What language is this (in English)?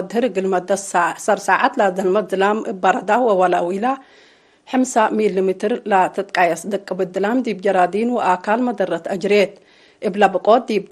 Tigre